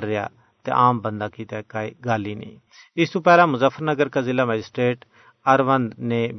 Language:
Gujari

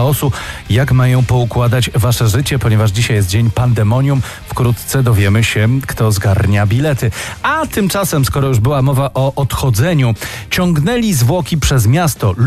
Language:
Polish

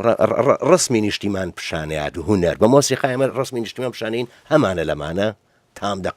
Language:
Central Kurdish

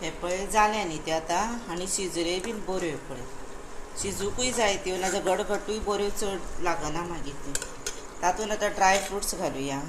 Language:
Konkani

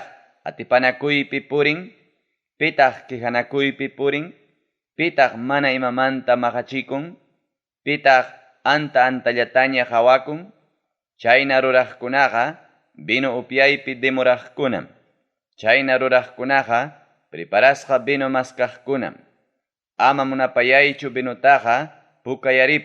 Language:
Ayacucho Quechua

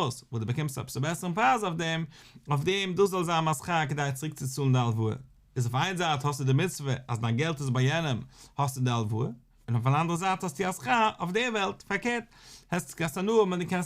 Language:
Yiddish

